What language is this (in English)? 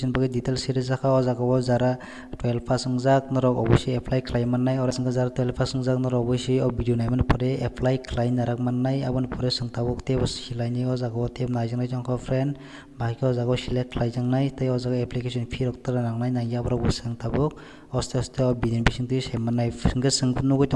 Kok Borok